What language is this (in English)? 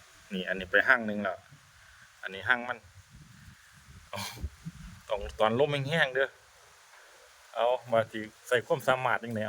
Lao